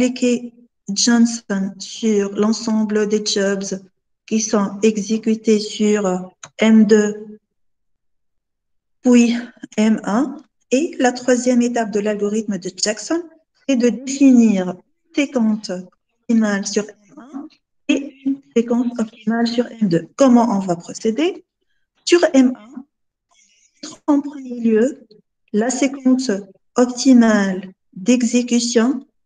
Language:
French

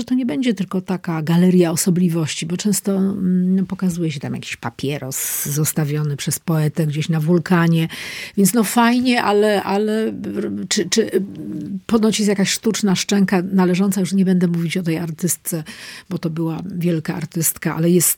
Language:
Polish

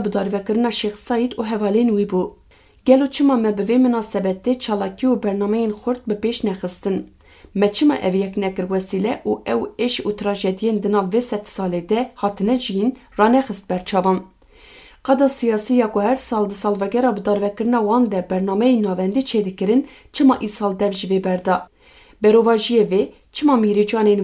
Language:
Kurdish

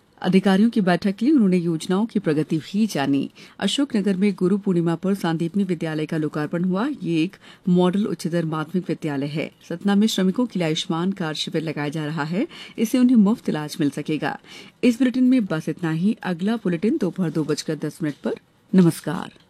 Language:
Hindi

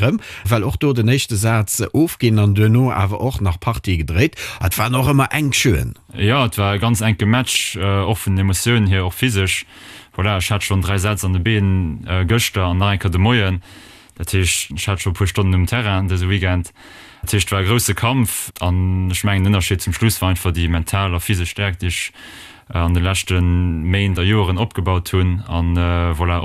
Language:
Luxembourgish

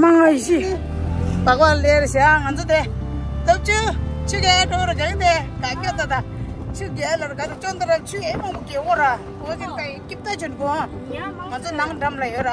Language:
Tibetan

